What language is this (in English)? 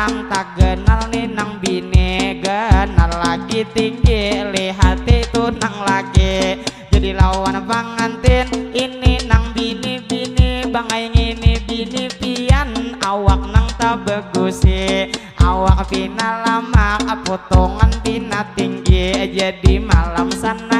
Banjar